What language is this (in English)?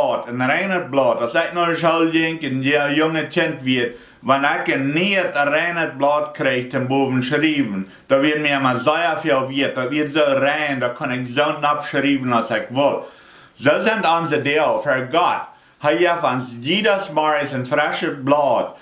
Plautdietsch